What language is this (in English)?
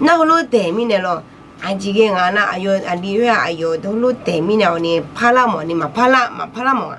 Akha